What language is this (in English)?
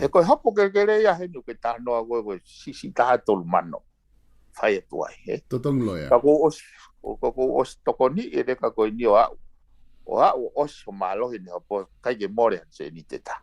Tongan